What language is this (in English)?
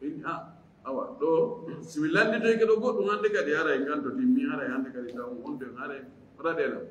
Fula